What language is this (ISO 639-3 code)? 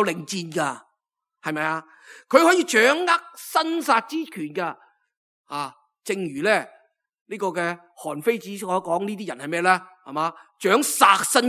yue